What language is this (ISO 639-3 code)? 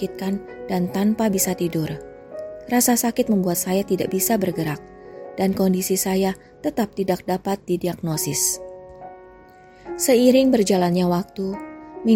ind